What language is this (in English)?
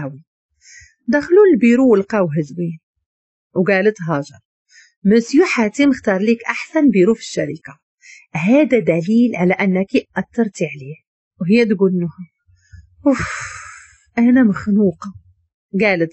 Moroccan Arabic